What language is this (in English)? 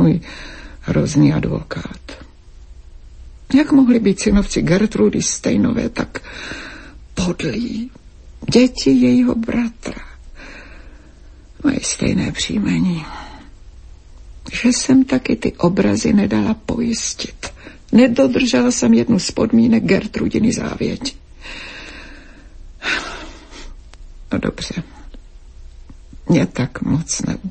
Czech